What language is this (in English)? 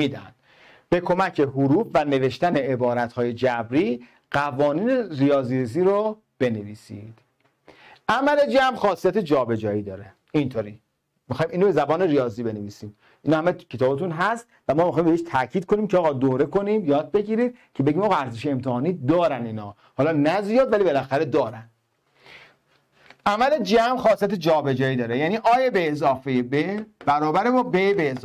Persian